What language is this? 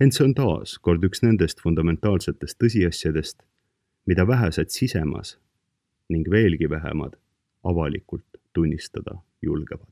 Estonian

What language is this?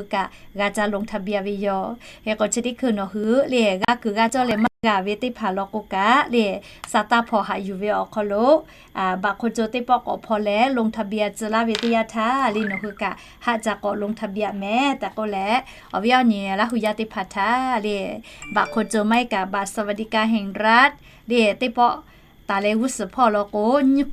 Lahu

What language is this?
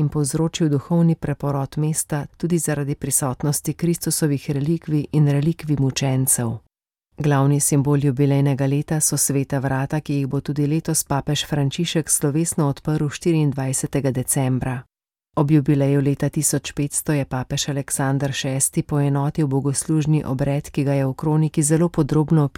Slovenian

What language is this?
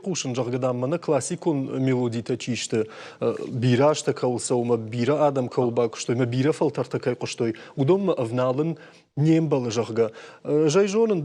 Ossetic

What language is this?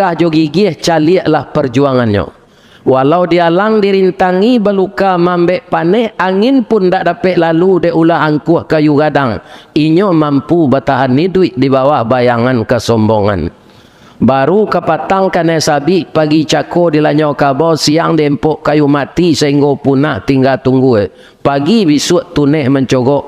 Minangkabau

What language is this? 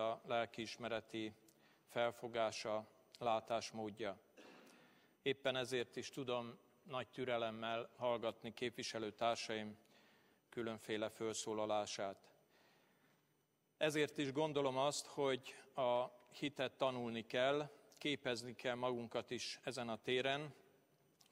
Hungarian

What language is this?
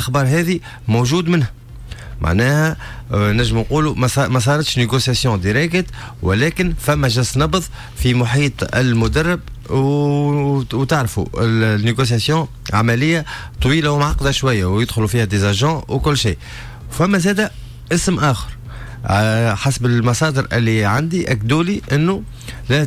Tunisian Arabic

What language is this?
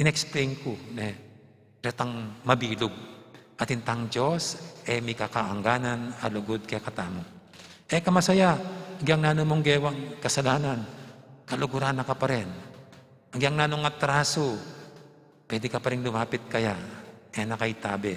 Pampanga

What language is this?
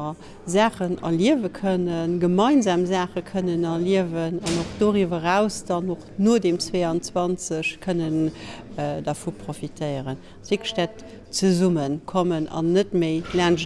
Luxembourgish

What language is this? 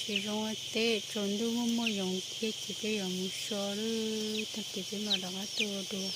Hmong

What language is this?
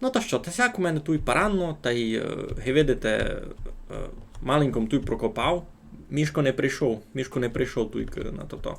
Rusyn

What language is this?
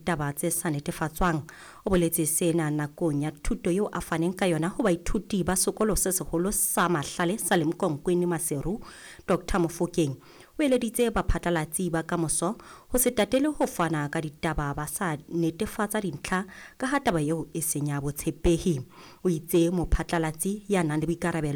Southern Sotho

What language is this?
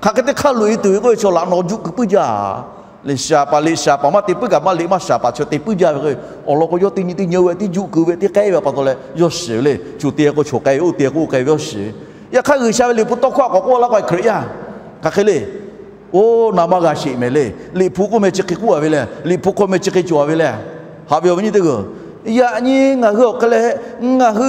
Lahu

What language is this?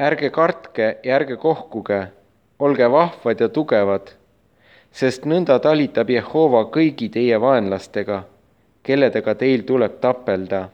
Estonian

